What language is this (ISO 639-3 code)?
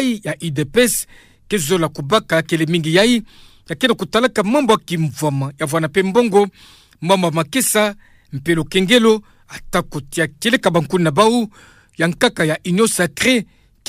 ktu